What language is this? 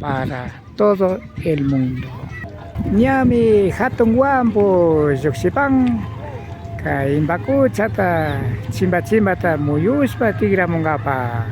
Imbabura Highland Quichua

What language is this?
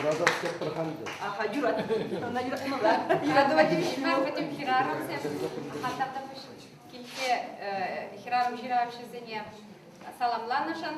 Chuvash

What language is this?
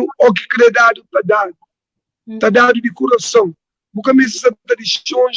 Kabuverdianu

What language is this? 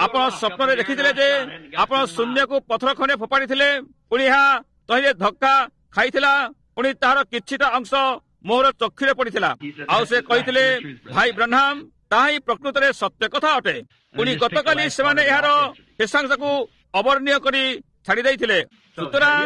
Odia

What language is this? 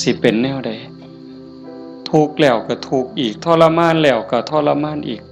Northeastern Thai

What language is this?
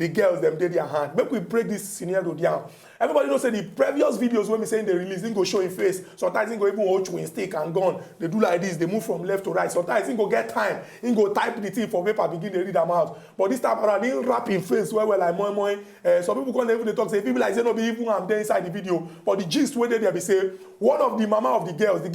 Nigerian Pidgin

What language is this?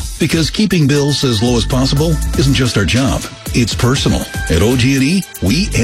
English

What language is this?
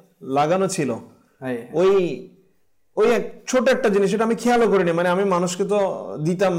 Bangla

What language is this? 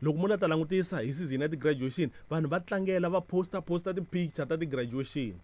Tsonga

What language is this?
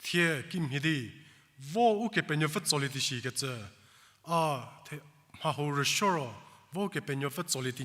Angami Naga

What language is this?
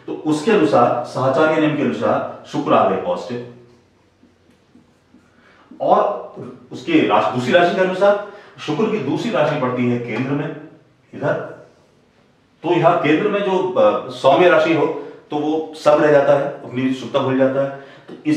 Hindi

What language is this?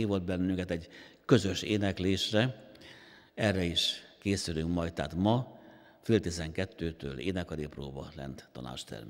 Hungarian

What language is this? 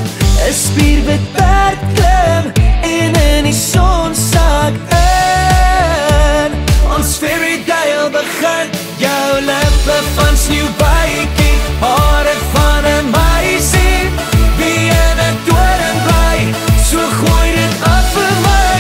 Afrikaans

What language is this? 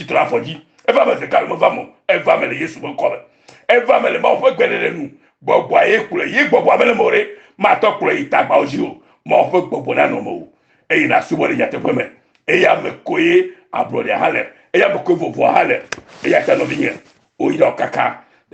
Ewe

